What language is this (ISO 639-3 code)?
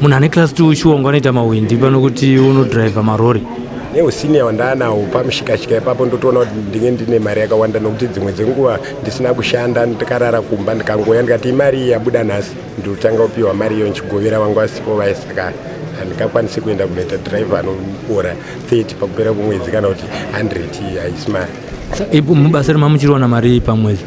sna